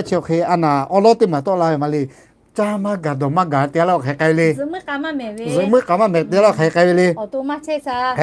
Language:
Lahu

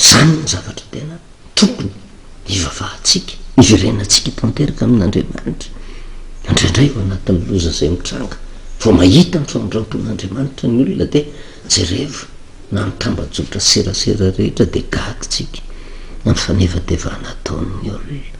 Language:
Malagasy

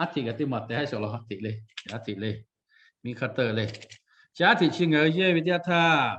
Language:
Lahu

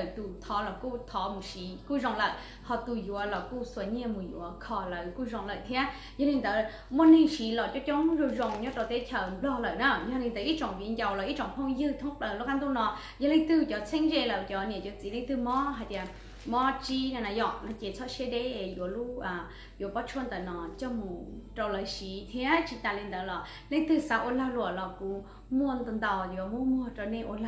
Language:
Hmong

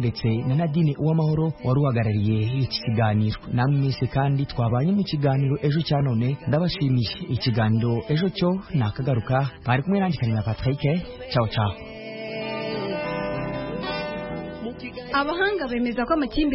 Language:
Kinyarwanda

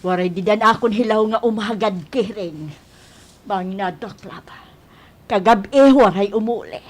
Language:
Waray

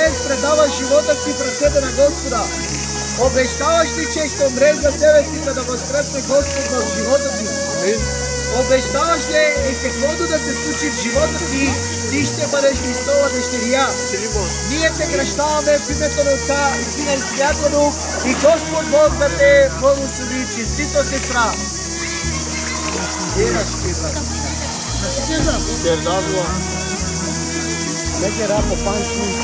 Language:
Bulgarian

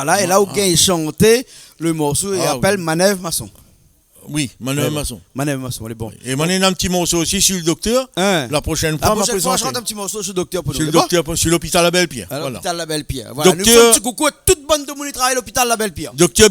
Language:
Réunion Creole French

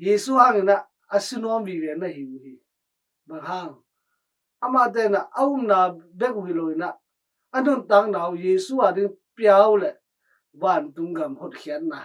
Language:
Tedim Chin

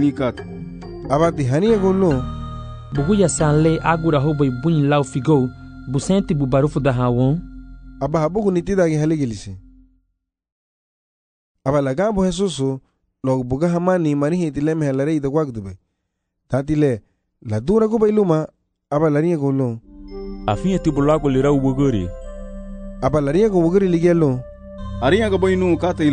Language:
Garifuna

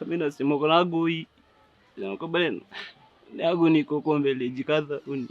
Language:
Luo (Kenya and Tanzania)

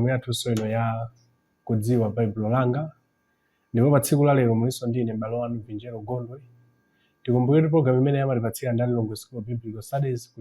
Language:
Nyanja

